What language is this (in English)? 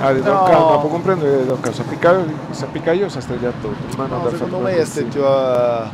Sardinian